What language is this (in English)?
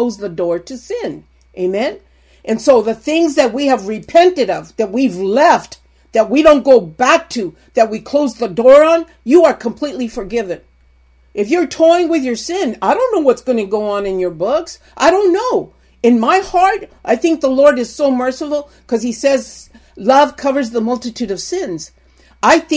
English